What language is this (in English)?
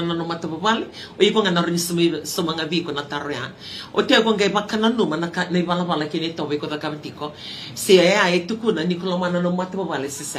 Fijian